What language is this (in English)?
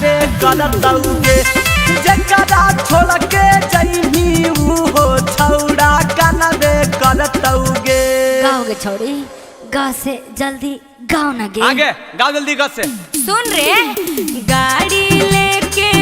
Magahi